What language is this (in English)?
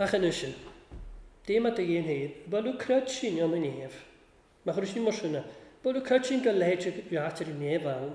Welsh